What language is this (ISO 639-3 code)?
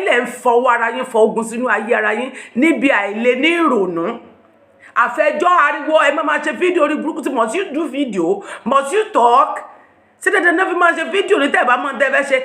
yor